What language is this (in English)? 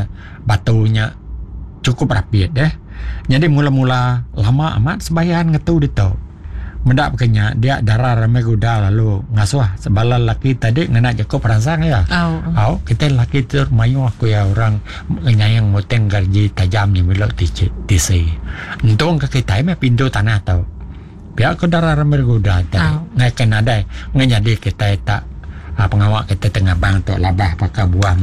Iban